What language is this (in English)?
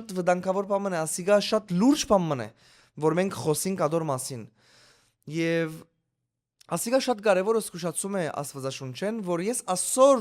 Western Armenian